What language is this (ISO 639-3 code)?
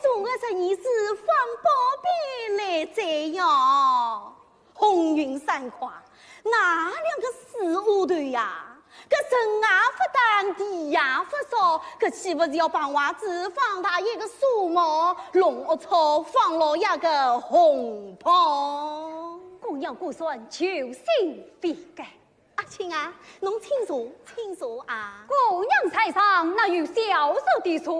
wuu